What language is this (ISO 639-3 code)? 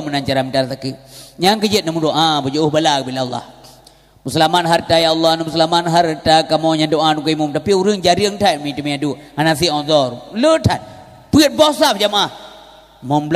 ace